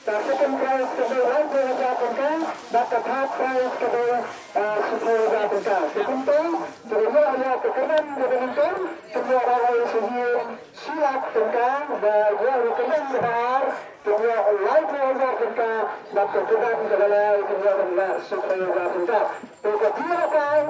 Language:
Khasi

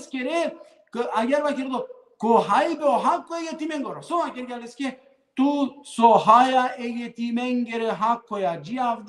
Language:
Balkan Romani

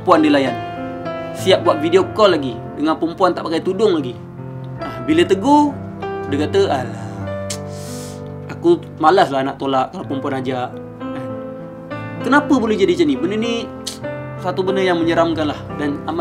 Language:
Malay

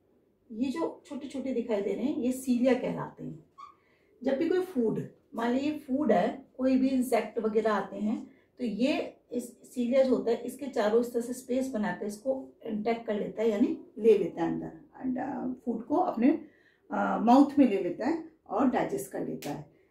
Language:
Hindi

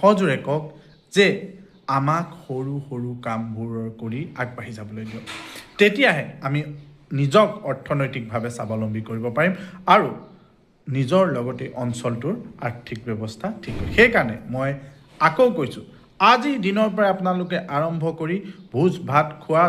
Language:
Assamese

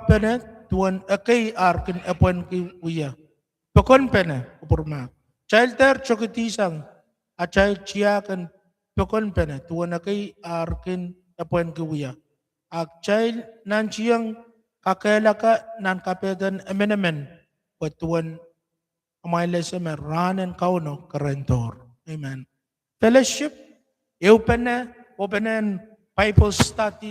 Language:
Pohnpeian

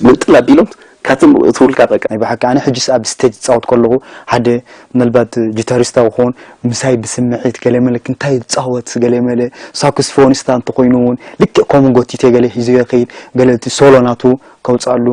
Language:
Tigrinya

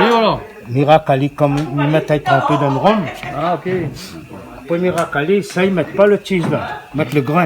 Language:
Réunion Creole French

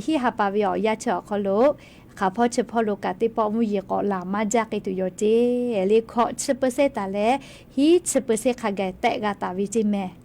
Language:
Lahu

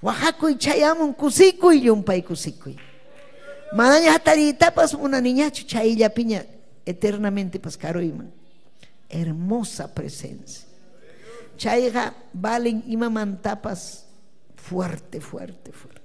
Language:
Ayacucho Quechua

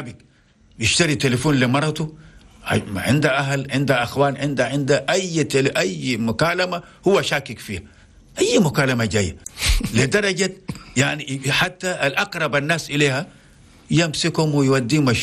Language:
Chadian Arabic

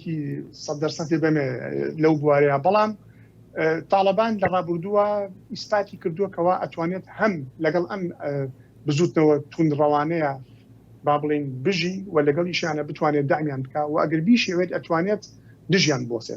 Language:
Central Kurdish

